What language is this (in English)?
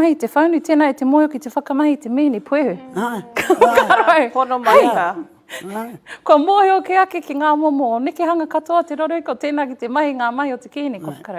Māori